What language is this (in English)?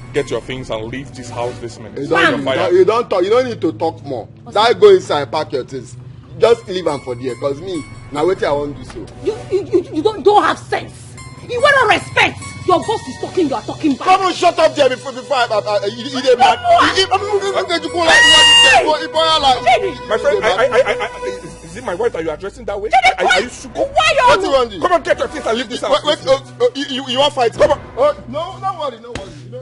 Nigerian Pidgin